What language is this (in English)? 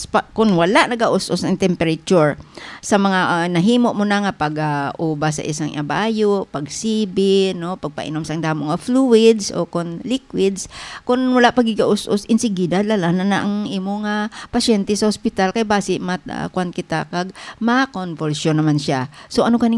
Hiligaynon